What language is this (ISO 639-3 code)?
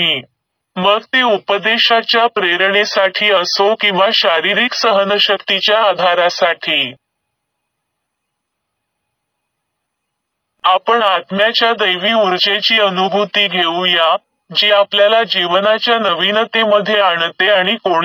mar